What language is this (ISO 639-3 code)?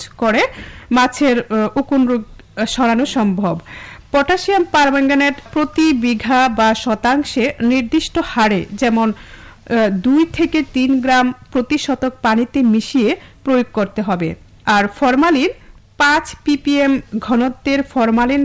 ben